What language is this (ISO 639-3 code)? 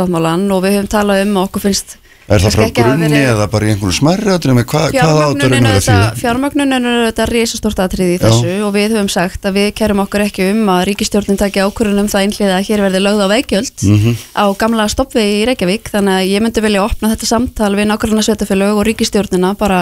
isl